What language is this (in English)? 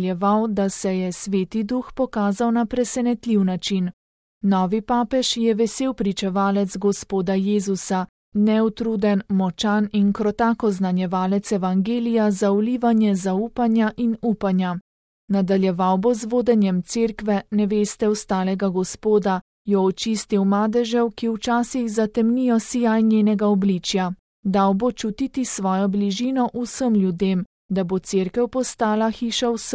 Slovenian